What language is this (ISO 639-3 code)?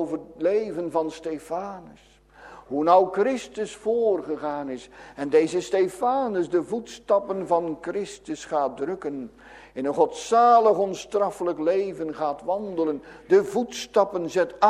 nld